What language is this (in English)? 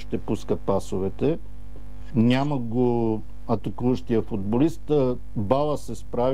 Bulgarian